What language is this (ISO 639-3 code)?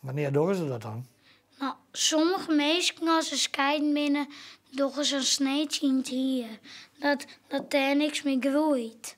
fry